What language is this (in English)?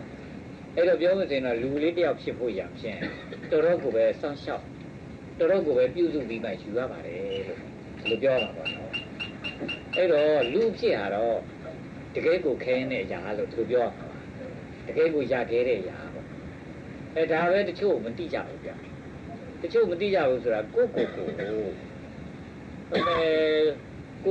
Burmese